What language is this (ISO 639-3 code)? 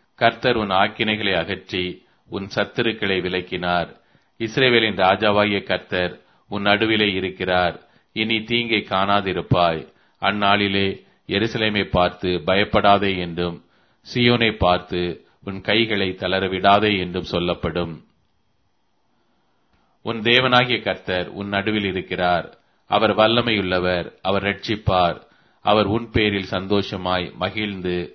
tam